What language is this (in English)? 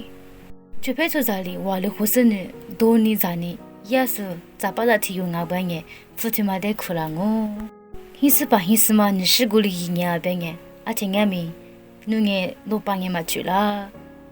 Lisu